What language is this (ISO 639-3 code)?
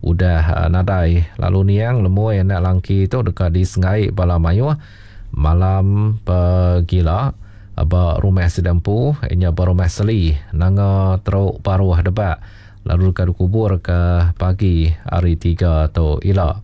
iba